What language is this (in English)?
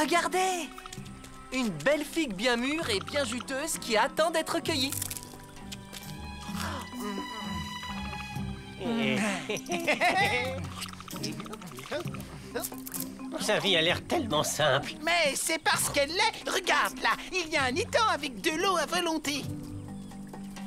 French